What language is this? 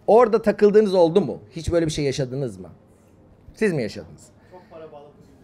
Turkish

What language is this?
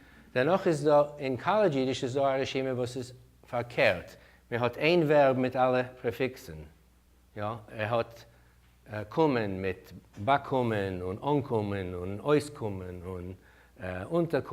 Yiddish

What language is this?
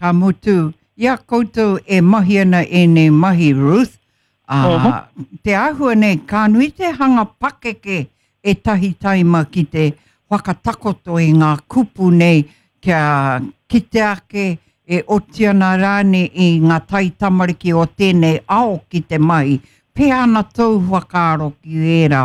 Māori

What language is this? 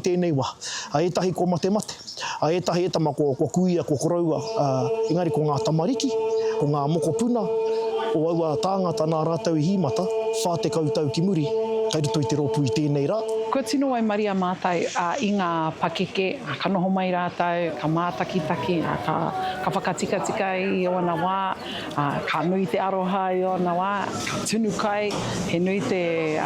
Māori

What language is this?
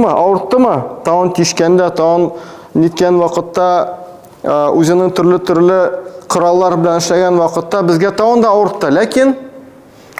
Tatar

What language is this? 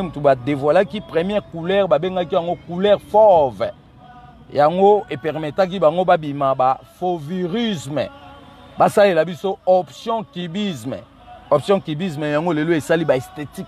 Lingala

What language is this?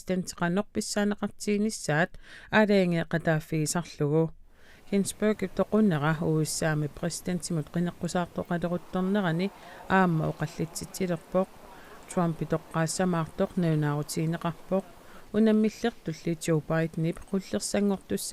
Kalaallisut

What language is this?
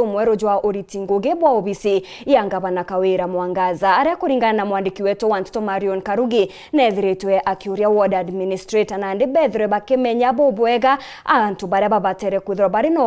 Meru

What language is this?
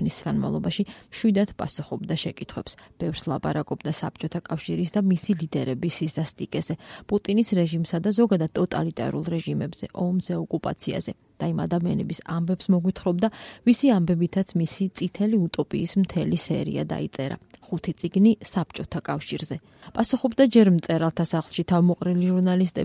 Georgian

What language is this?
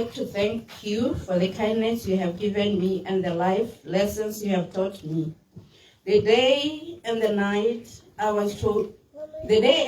Tswana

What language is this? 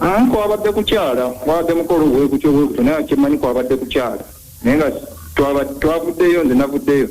Ganda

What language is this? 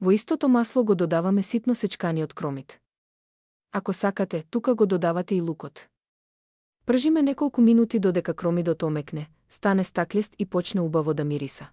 Macedonian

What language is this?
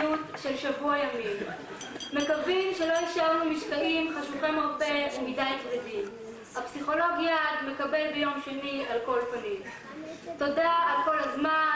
Hebrew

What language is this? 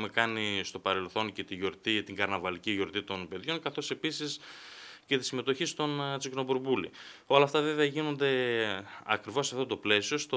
Greek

